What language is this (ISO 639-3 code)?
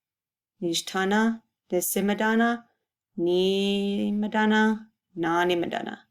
ciw